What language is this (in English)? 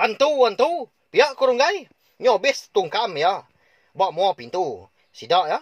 Iban